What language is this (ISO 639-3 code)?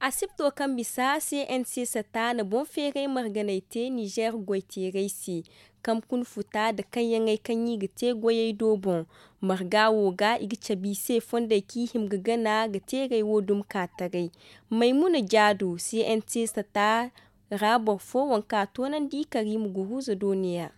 dje